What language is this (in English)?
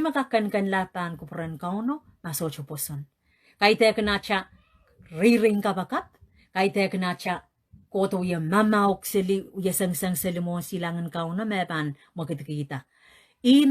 Pohnpeian